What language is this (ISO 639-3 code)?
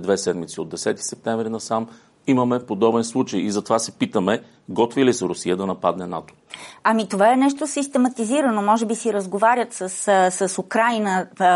bul